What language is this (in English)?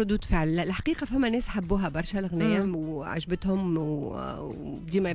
Tunisian Arabic